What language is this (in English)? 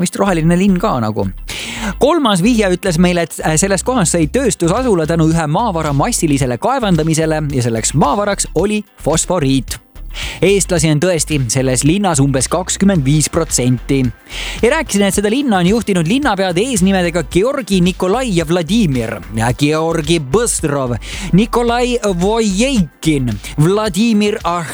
Estonian